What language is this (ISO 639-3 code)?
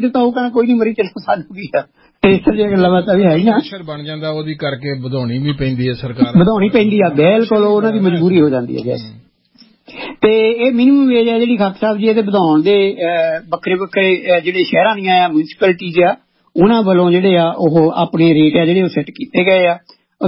pan